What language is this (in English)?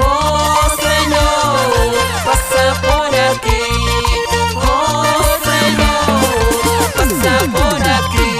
Quechua